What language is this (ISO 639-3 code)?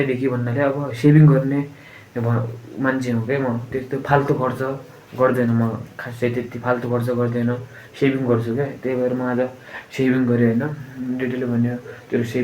nep